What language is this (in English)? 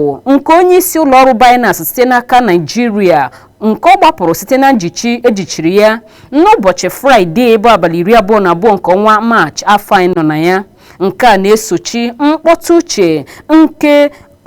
Igbo